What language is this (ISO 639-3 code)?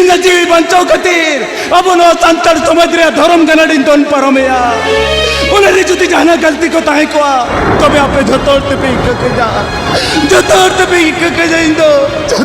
sat